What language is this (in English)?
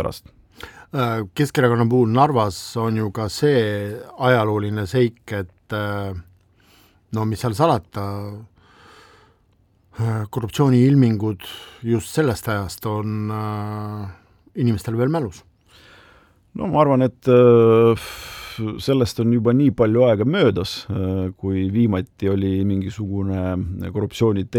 Estonian